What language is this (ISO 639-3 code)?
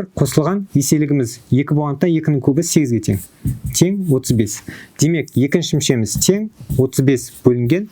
kaz